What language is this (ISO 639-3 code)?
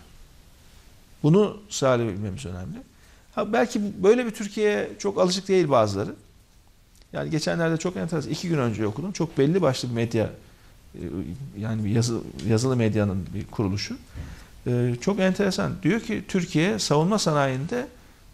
tur